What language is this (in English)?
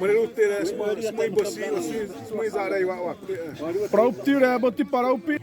Xavánte